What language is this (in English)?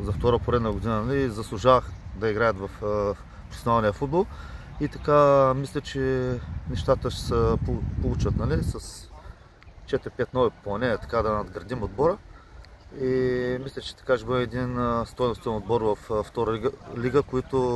Bulgarian